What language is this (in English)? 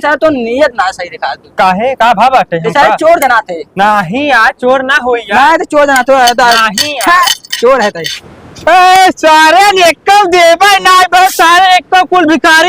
Awadhi